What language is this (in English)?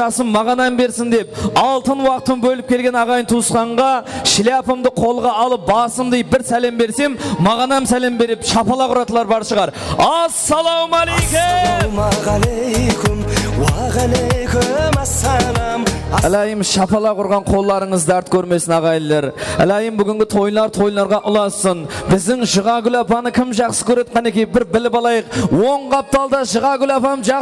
Kara-Kalpak